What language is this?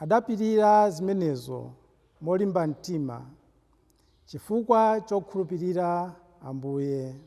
Nyanja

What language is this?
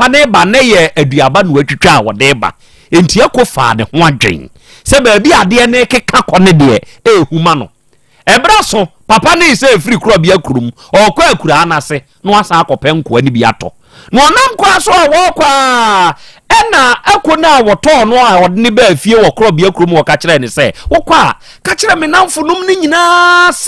Akan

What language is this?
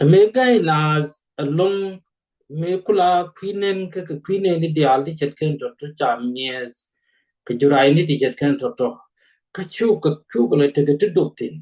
Nuer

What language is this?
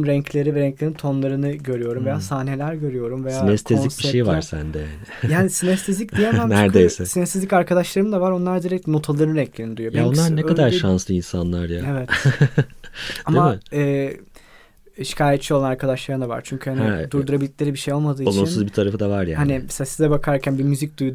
Turkish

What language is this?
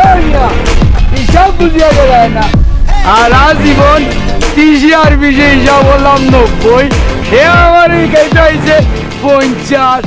Sylheti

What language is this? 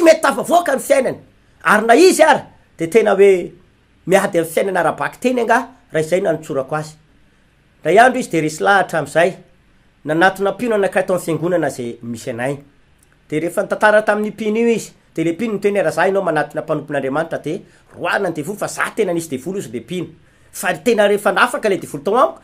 Malagasy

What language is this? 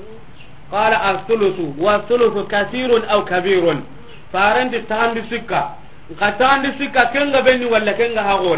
Soninke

